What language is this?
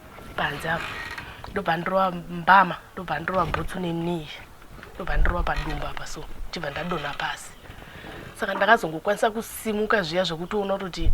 Shona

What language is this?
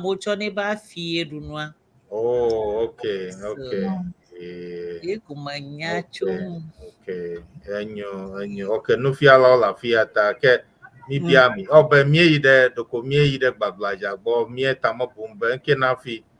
Ewe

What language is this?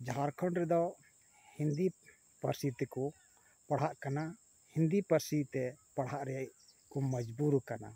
Santali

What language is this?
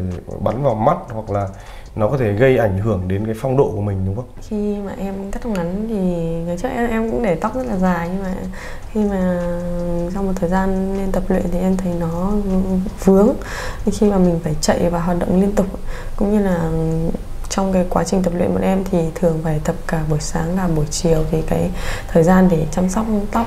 Vietnamese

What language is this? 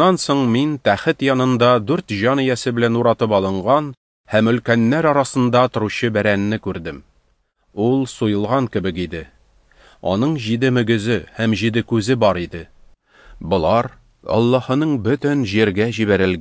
Tatar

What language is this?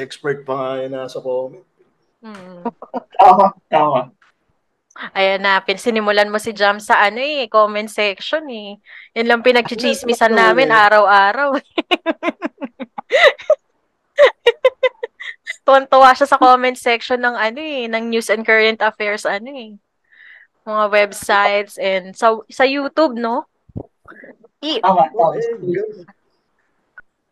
Filipino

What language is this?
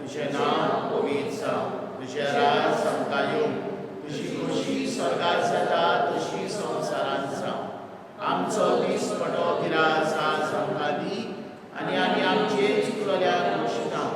Konkani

